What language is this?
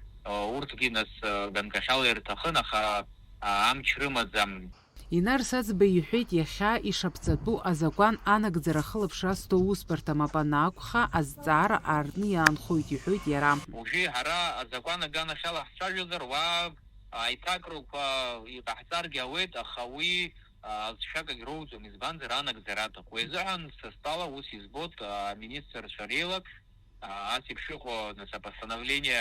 Abkhazian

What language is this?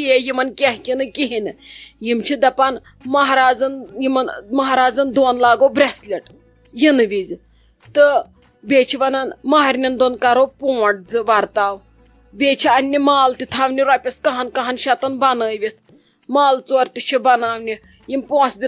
Kashmiri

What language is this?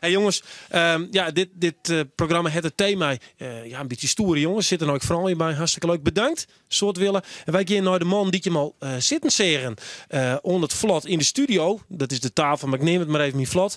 Western Frisian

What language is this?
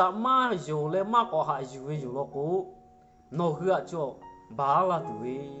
Lahu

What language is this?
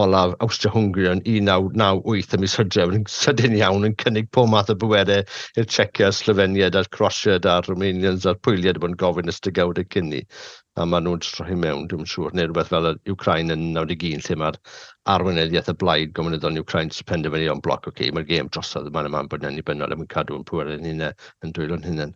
Welsh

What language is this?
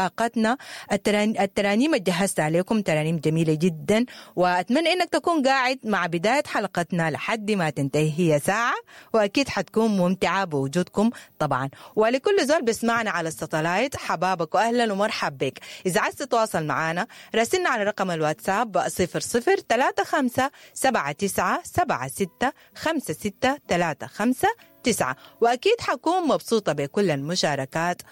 Sudanese Arabic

